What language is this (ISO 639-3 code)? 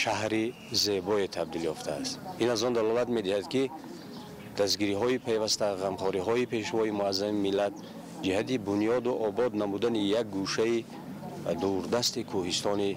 tgk